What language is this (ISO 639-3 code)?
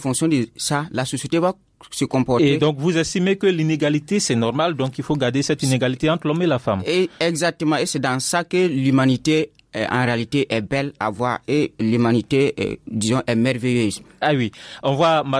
fra